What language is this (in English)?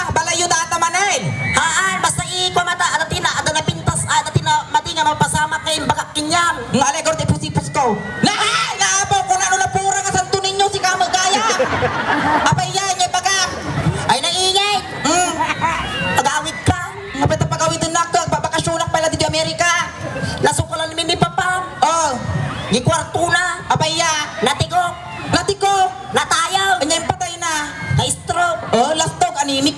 Iloko